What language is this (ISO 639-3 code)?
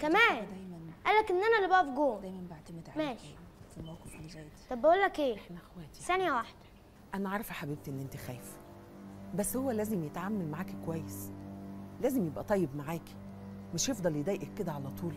arz